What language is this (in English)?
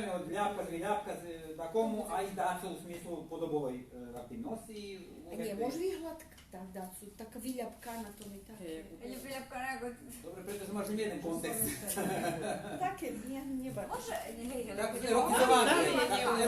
Rusyn